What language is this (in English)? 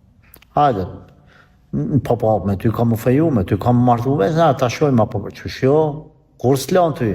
Albanian